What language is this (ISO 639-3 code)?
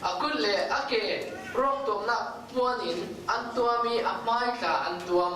cfm